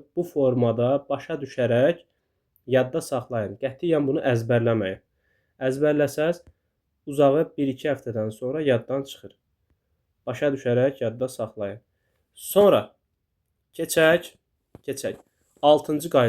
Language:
Azerbaijani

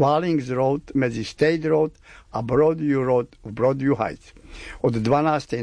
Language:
Slovak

